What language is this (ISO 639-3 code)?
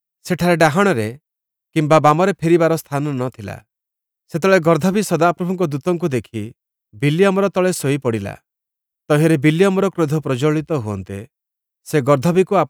ori